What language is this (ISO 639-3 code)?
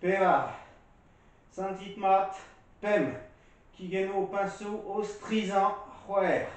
bre